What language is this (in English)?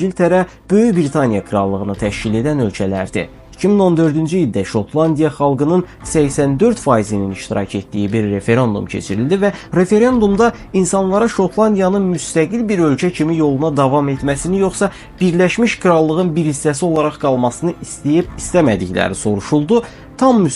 Azerbaijani